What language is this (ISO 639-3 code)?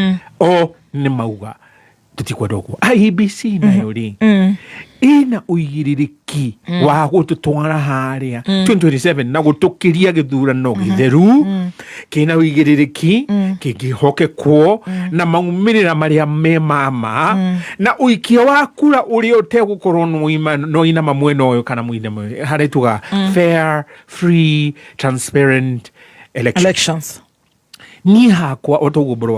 kik